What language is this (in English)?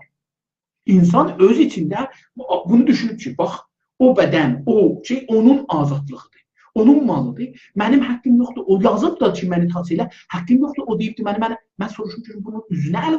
South Azerbaijani